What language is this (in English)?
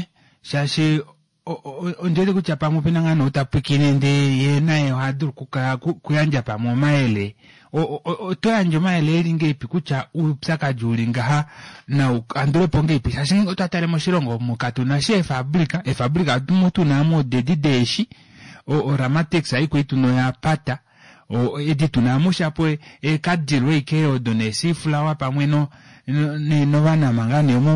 Kuanyama